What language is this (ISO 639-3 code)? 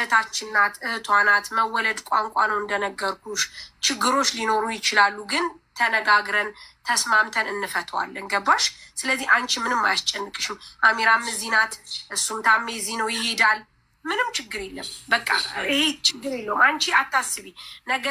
amh